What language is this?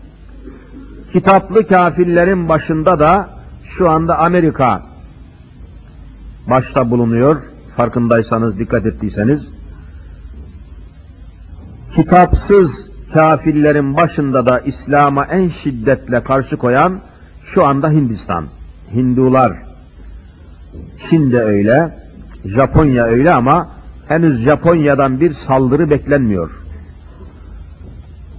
Turkish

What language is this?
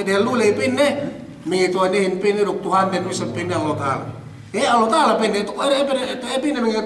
Yakan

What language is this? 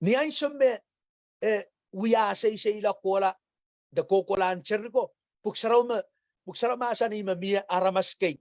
Pohnpeian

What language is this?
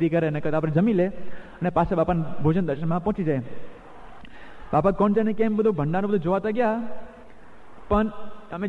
Gujarati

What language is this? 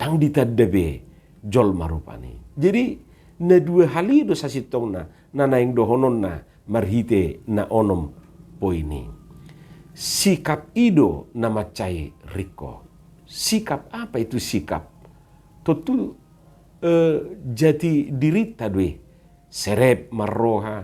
Batak Toba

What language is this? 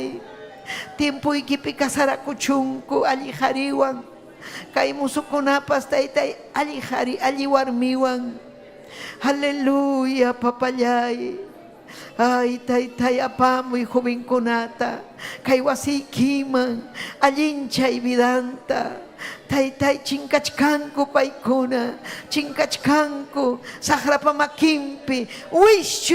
Ayacucho Quechua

